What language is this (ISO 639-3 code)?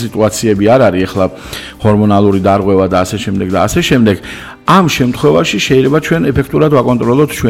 kat